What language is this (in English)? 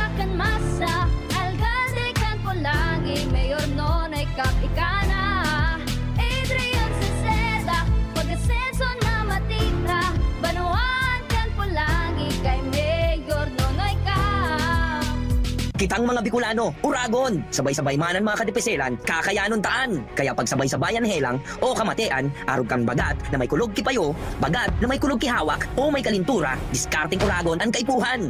Bikol